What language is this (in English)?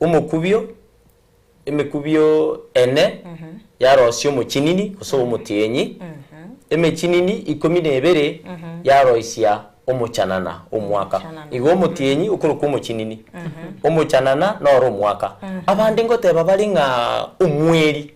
Gusii